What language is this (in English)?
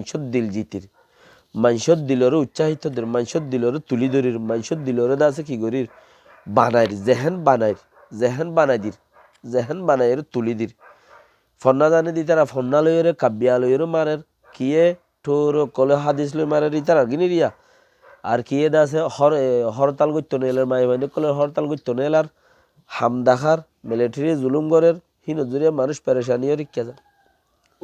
Rohingya